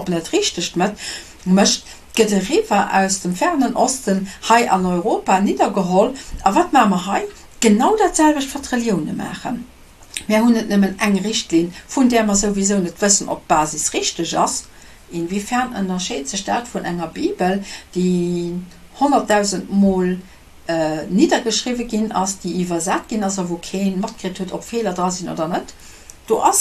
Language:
Luxembourgish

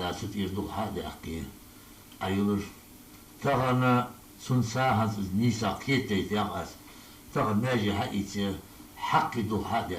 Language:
Ingush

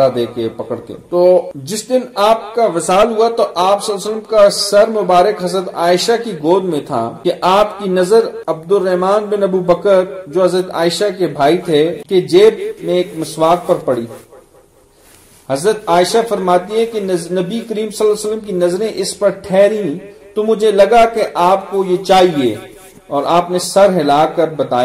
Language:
Urdu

